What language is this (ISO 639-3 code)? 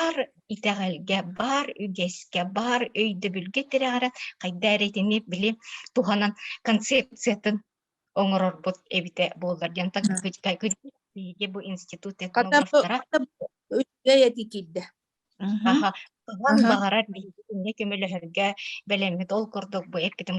sah